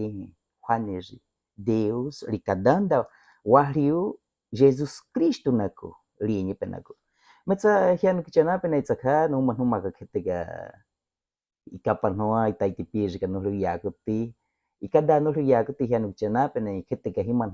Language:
Baniwa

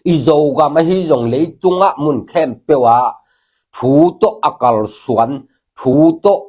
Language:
Tedim Chin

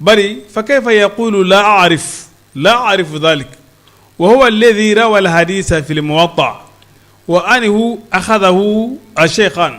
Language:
Bambara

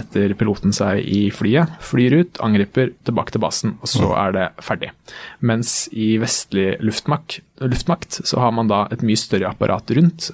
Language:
Norwegian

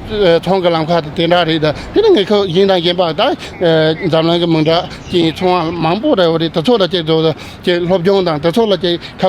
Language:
Tibetan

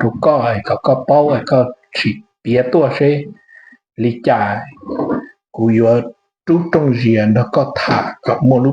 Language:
Hmong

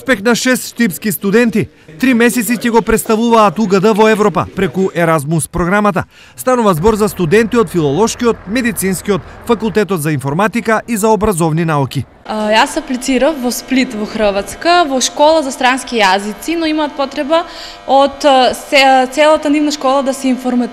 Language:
Macedonian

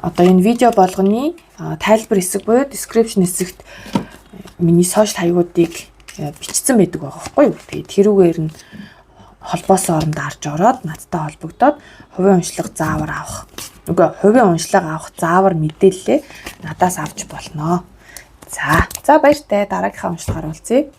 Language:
Mongolian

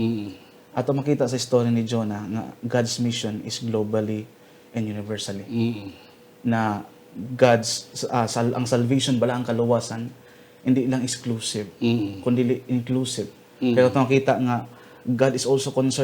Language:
Hiligaynon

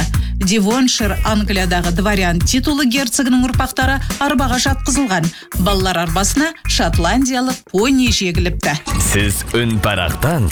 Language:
Kazakh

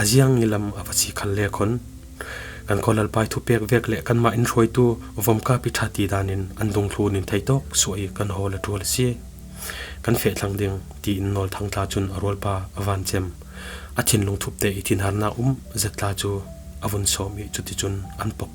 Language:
Falam Chin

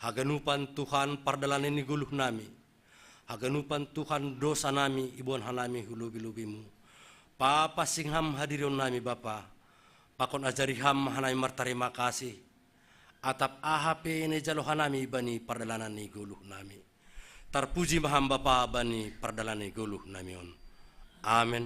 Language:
Batak Simalungun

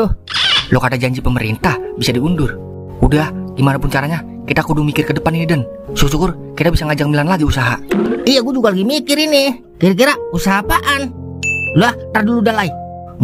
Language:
Betawi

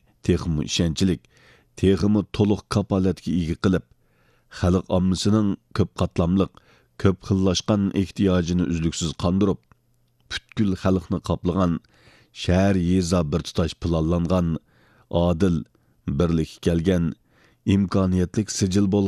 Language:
Uyghur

